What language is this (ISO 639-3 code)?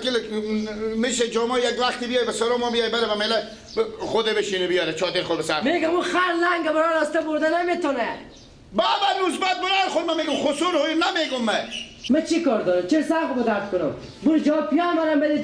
fas